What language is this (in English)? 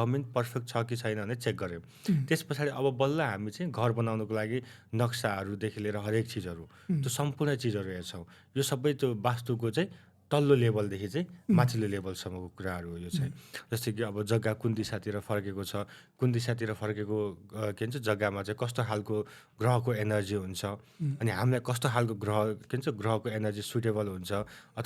Nepali